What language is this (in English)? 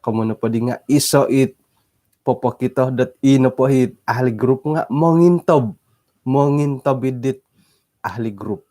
Central Dusun